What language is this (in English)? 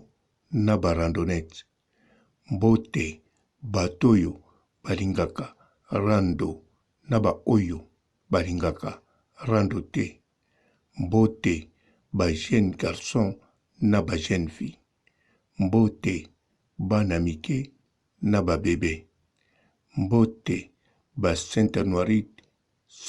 Lingala